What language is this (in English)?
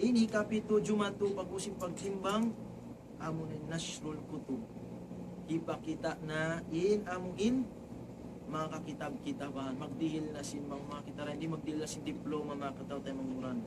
Tausug